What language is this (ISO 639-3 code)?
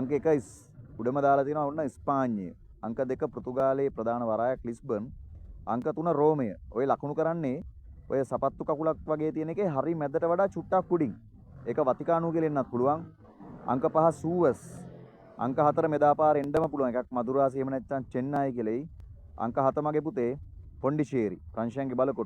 sin